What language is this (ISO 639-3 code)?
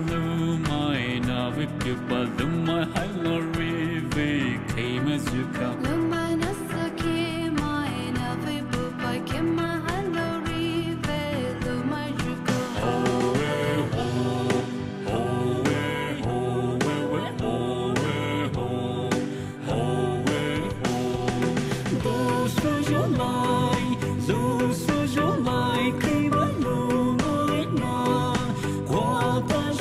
pmx